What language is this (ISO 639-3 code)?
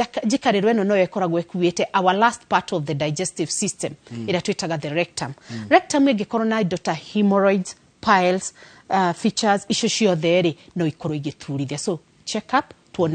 kik